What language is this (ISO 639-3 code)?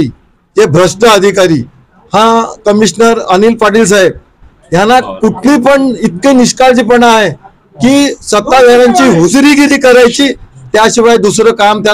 mar